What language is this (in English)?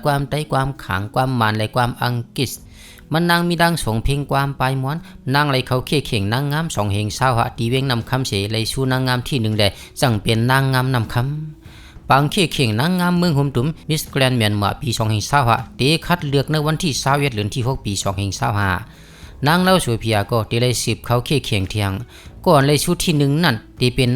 Shan